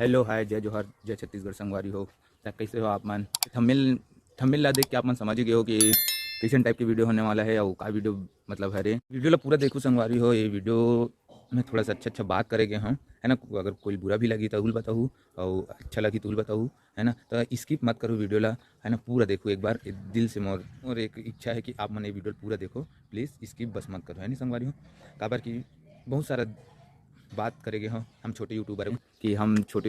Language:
Chhattisgarhi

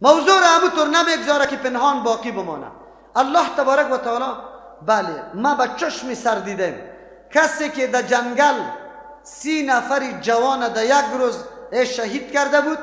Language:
Persian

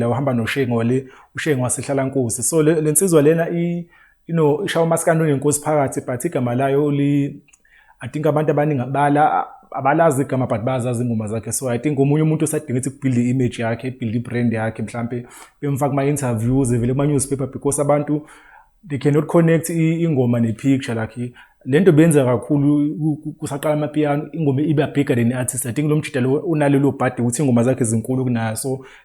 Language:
Zulu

